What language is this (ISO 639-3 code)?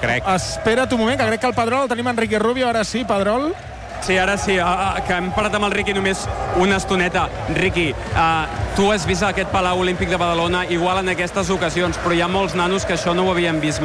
cat